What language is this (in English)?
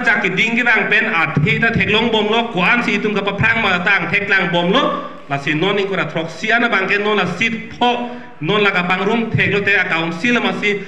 Karbi